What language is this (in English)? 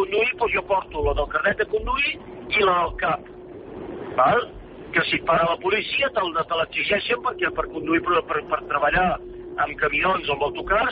Catalan